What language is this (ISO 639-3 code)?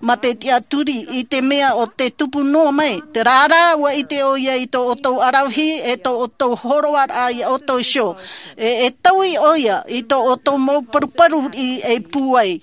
tah